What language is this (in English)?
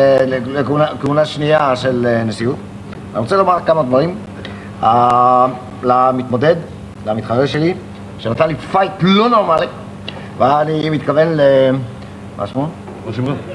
Hebrew